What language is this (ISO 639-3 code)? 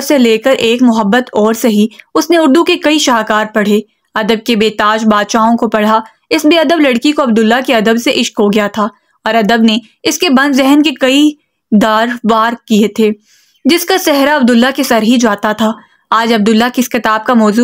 urd